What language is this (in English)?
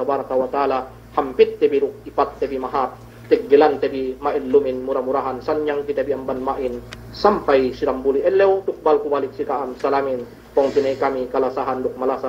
Yakan